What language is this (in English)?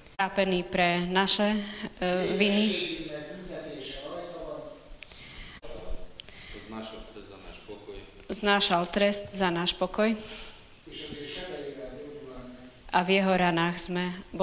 Slovak